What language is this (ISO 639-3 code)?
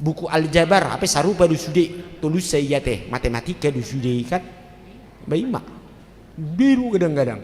bbc